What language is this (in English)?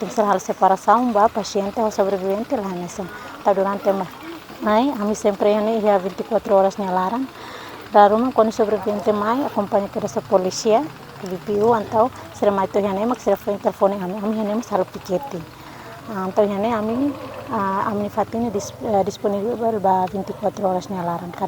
Tetum